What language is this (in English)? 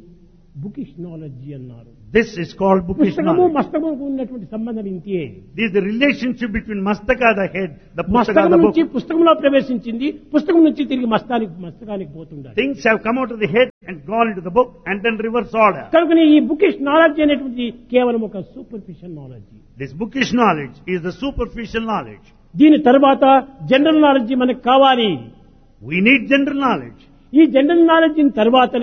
Telugu